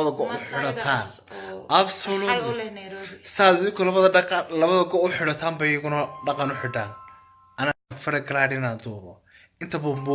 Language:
Somali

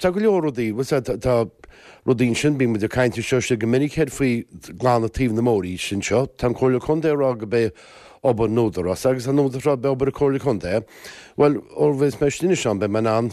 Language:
Irish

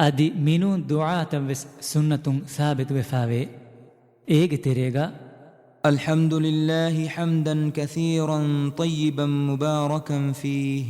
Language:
Divehi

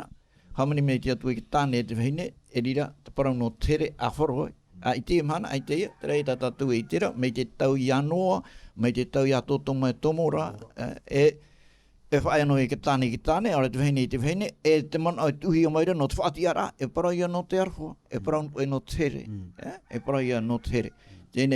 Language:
Tahitian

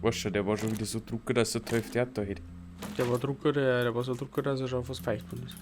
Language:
Bavarian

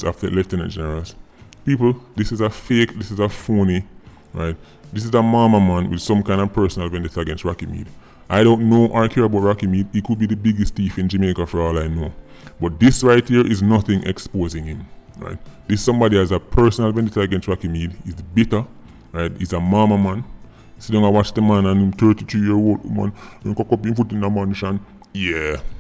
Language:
Jamaican Creole English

